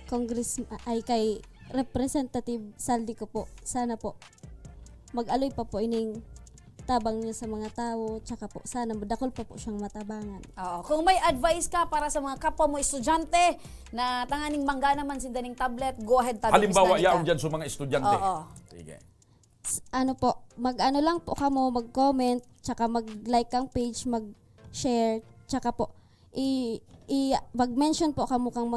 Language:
Bikol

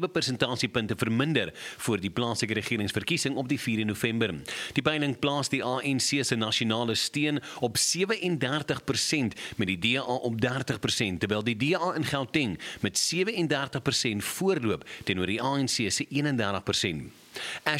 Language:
Afrikaans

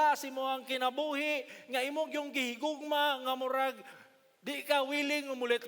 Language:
Cebuano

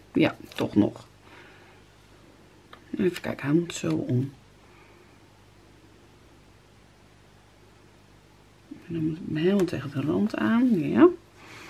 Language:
Dutch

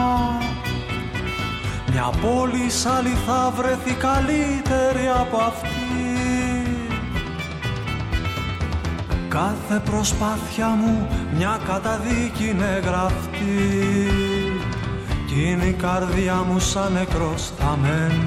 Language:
Greek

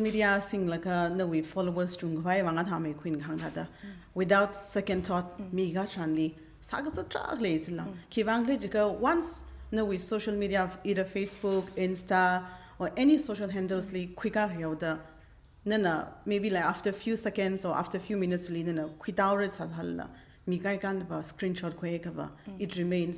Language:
Tangkhul Naga (India)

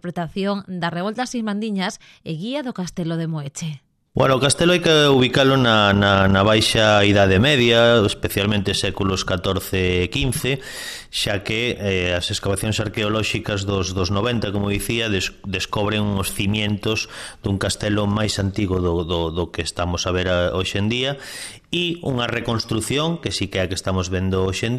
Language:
Galician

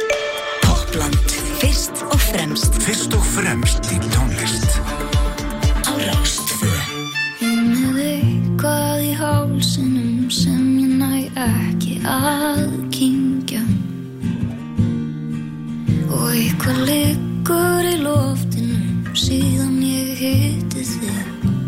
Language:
Icelandic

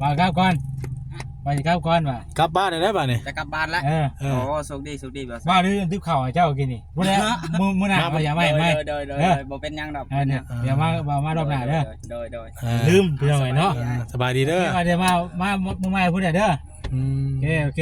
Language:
Northeastern Thai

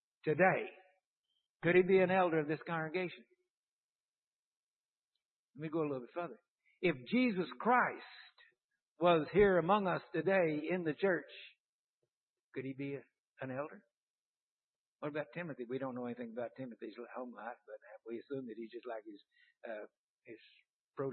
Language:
English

